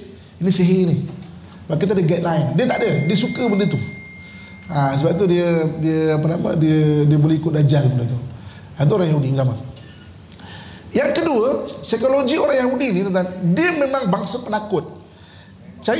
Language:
Malay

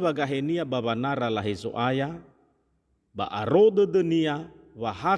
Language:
Nias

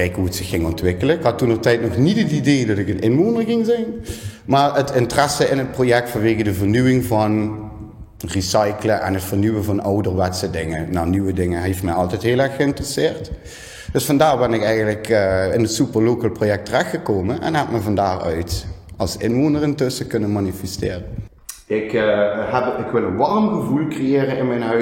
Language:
Limburgish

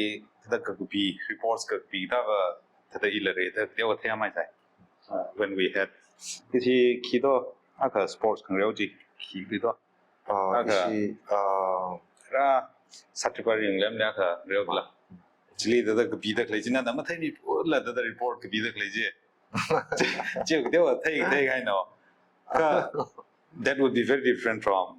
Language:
Tangkhul Naga (India)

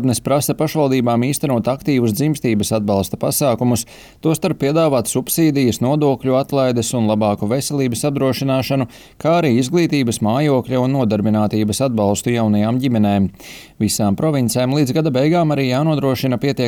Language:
Latvian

